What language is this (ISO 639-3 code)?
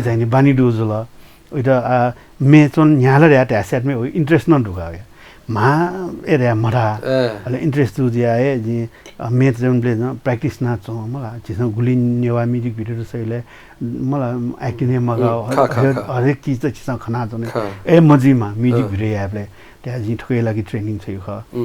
new